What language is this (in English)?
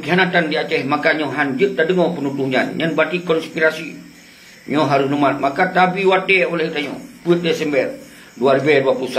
Achinese